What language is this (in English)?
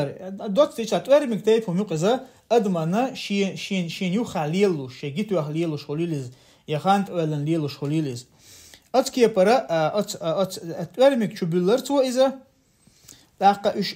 Chechen